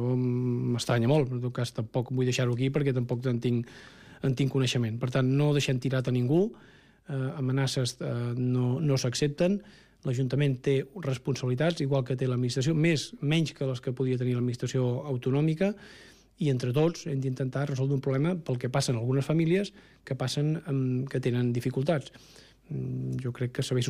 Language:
Catalan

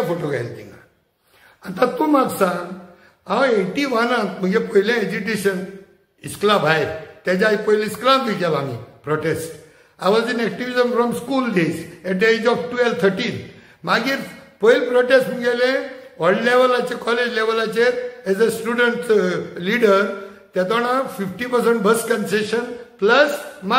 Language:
Konkani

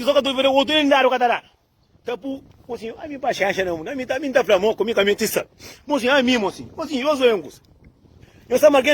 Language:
Kabuverdianu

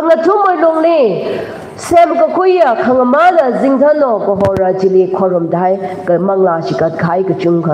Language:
Tangkhul Naga (India)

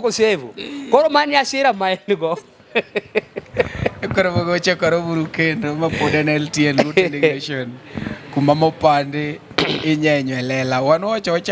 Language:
Luo (Kenya and Tanzania)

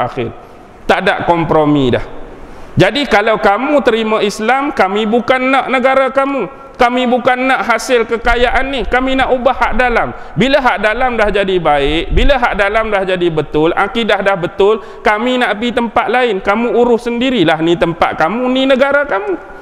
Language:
Malay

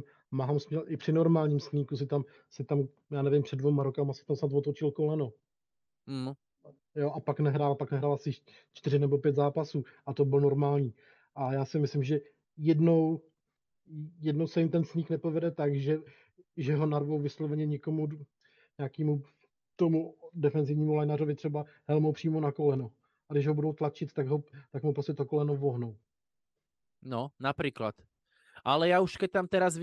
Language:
Slovak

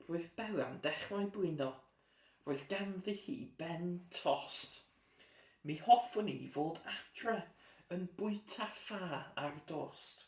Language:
Welsh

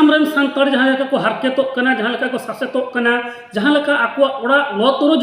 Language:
Santali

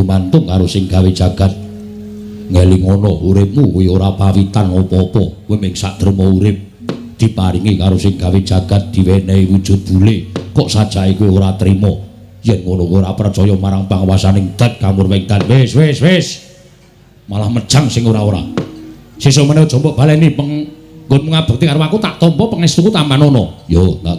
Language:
Javanese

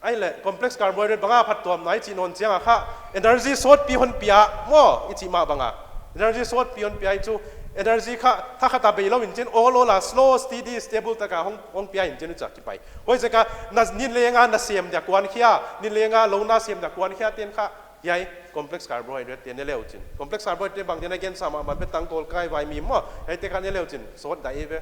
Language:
Paite Chin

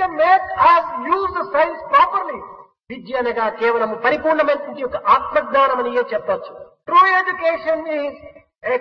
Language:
Telugu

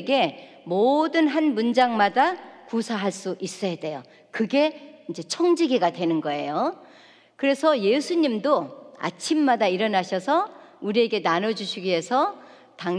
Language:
Korean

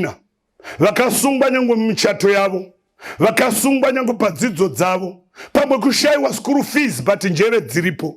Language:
Shona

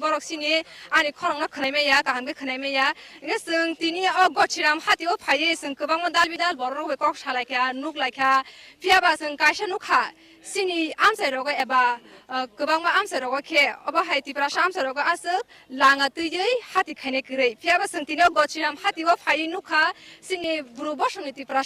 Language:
Kok Borok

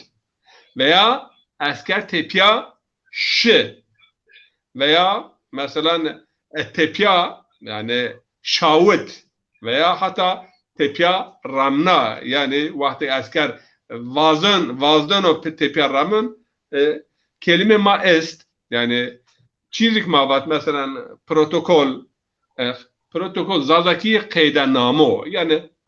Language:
Zaza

